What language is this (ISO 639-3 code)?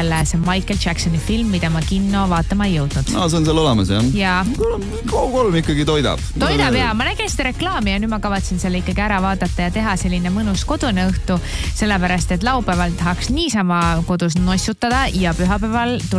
est